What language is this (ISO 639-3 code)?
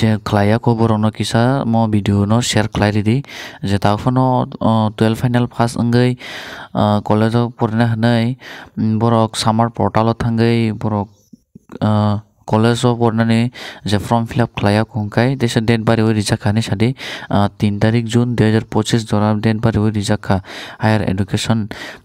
trp